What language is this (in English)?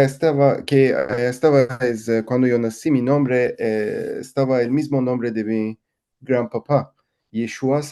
Ladino